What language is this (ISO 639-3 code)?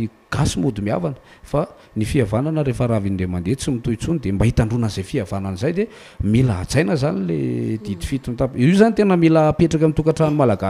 mlg